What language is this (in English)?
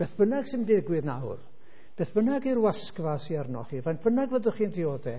Welsh